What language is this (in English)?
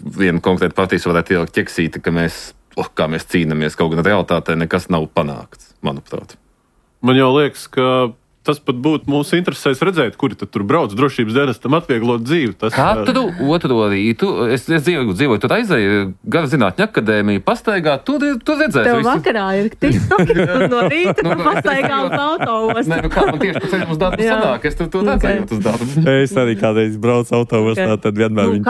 Latvian